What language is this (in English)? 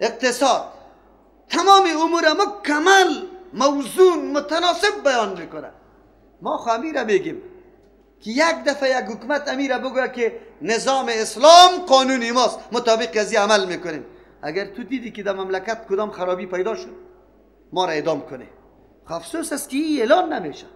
Persian